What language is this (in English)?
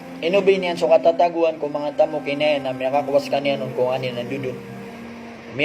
Maranao